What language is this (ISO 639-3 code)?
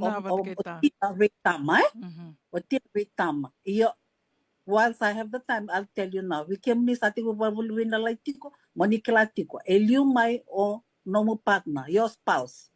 fij